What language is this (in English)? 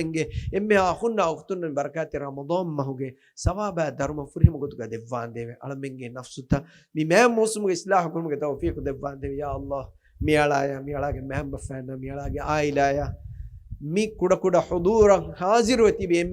Divehi